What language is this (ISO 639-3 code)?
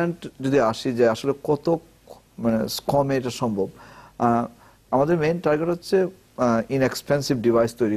ben